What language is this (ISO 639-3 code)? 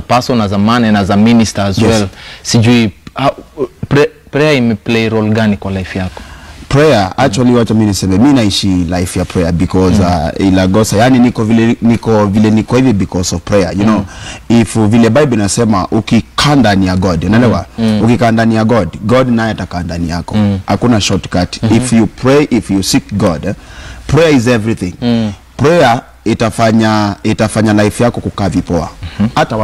swa